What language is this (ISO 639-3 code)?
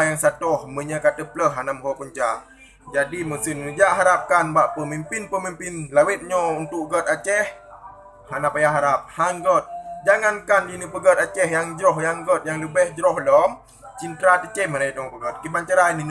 ace